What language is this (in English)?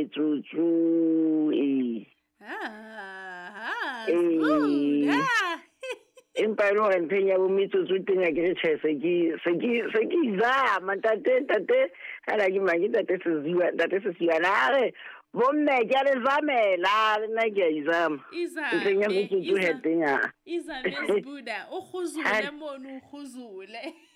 Southern Sotho